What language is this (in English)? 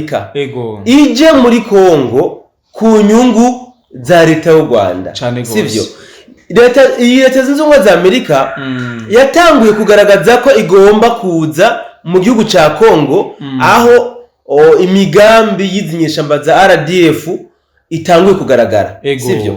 Rundi